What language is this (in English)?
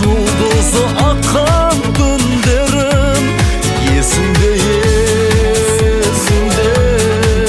Kazakh